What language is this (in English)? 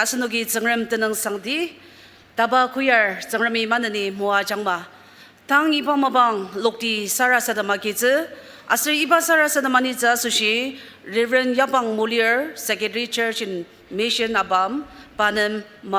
Ao Naga